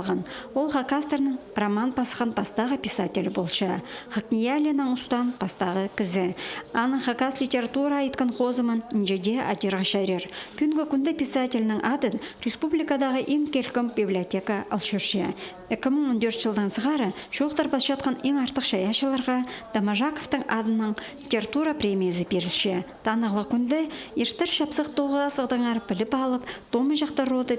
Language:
Khakas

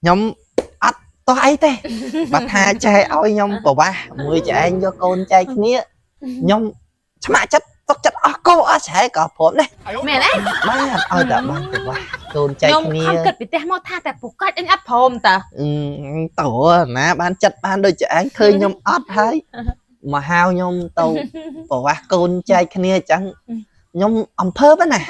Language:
Khmer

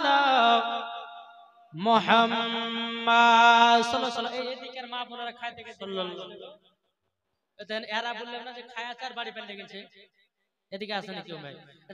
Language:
Bangla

